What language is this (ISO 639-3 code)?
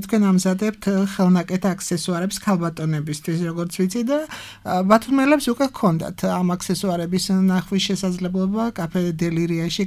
kat